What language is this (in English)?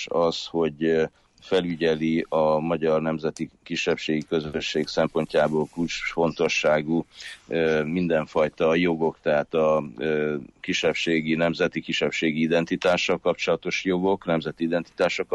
Hungarian